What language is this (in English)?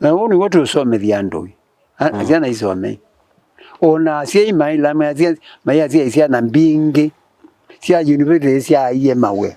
Kamba